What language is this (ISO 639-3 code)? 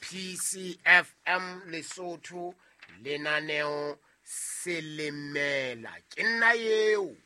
sot